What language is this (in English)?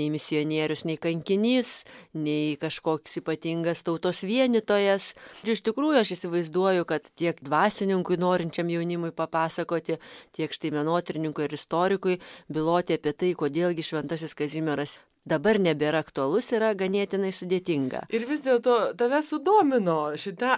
Lithuanian